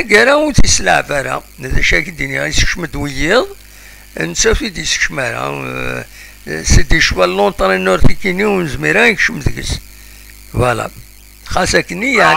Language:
Kabyle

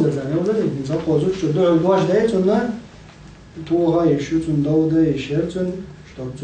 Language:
Chechen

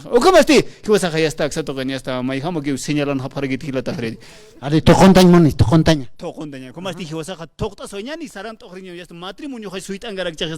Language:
Aymara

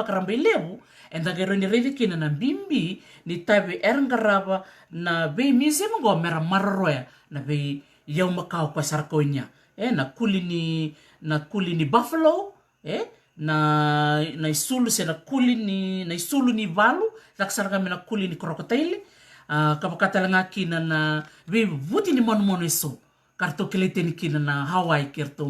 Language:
Fijian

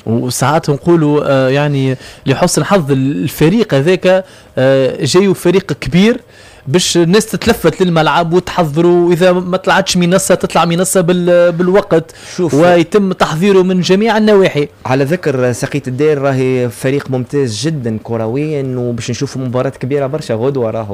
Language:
Tunisian Arabic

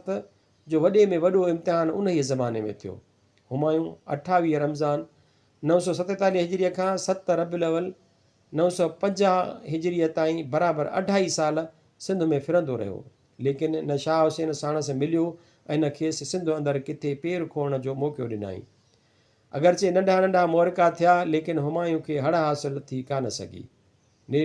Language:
Sindhi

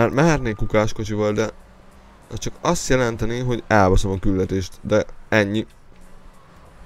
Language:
Hungarian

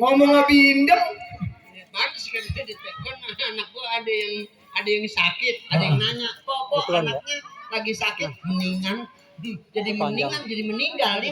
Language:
Betawi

